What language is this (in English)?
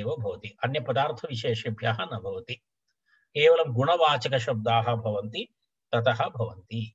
Sanskrit